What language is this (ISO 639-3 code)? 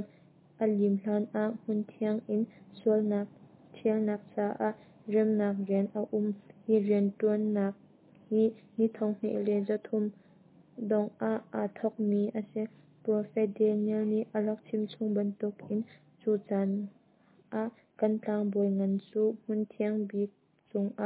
cnh